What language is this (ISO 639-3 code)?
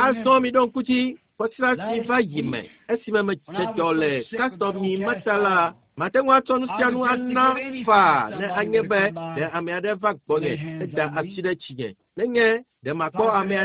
ewe